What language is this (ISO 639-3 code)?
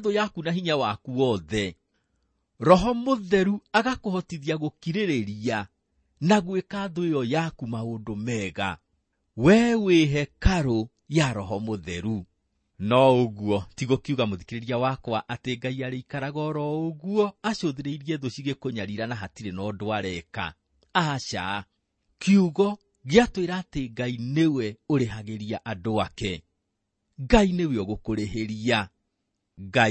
kik